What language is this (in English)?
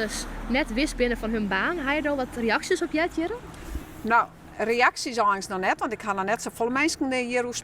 Western Frisian